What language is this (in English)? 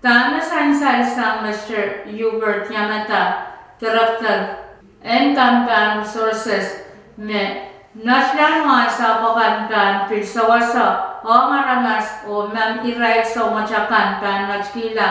Pohnpeian